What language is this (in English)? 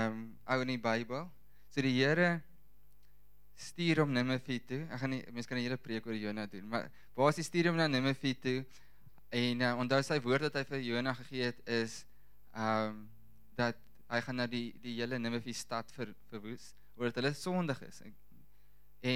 Afrikaans